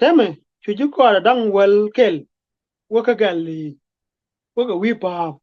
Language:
Nuer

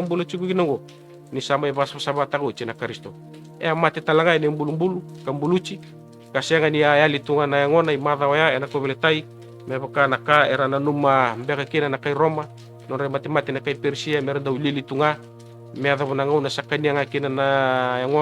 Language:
Fijian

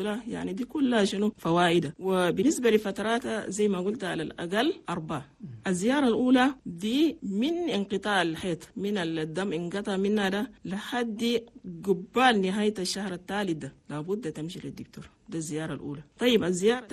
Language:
Chadian Arabic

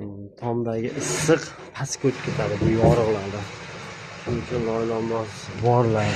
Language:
Uzbek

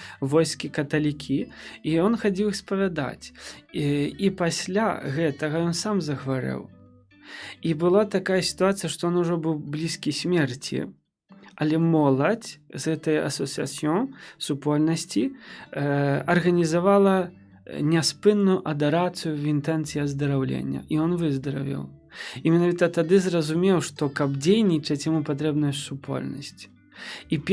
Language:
Belarusian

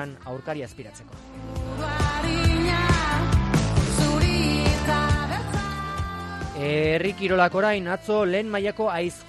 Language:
Basque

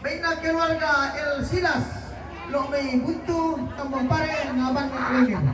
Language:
Toraja-Sa'dan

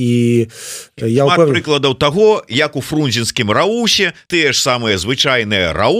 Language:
Belarusian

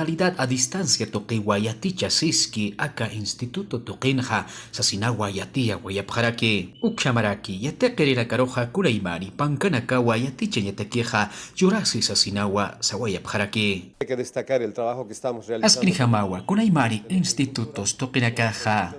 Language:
Aymara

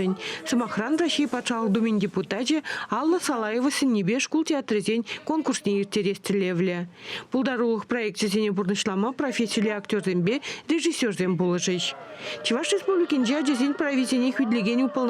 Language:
Chuvash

